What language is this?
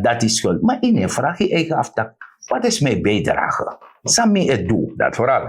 Sranan Tongo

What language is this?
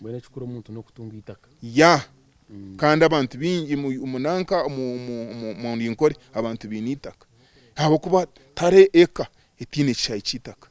Nyankole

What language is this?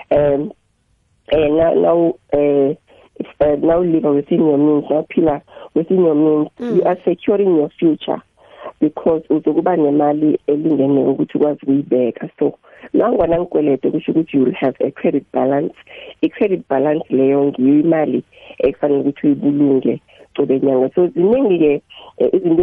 South Ndebele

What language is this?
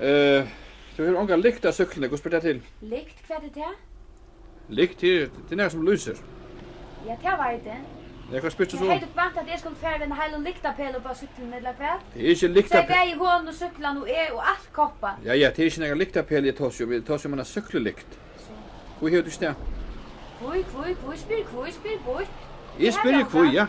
Faroese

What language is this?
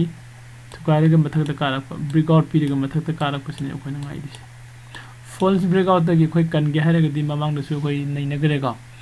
Manipuri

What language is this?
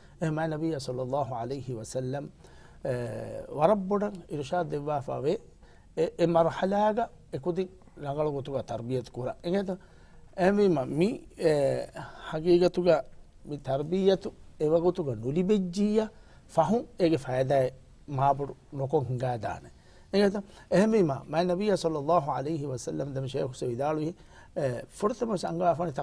Divehi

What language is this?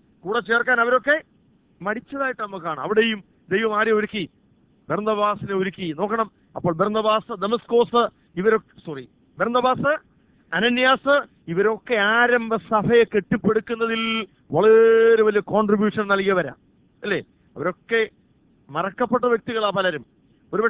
Malayalam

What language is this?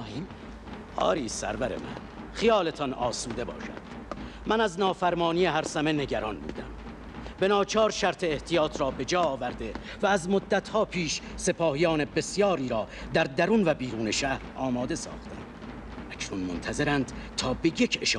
Persian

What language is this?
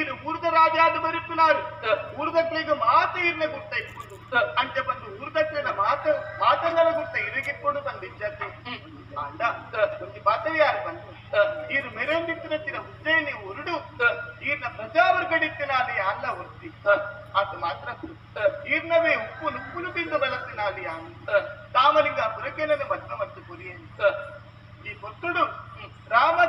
Tulu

